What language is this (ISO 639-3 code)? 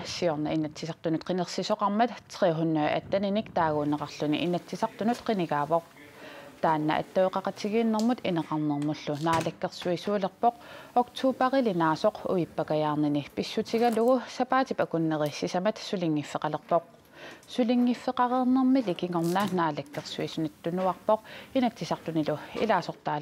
kal